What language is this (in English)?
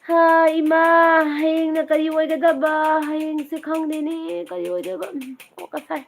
Manipuri